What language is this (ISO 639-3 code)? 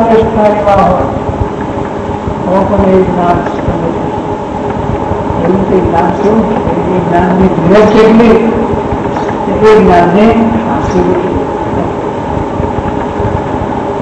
guj